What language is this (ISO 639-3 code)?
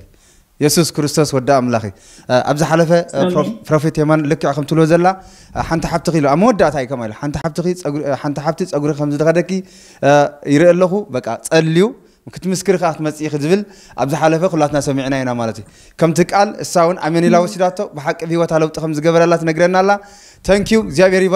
tir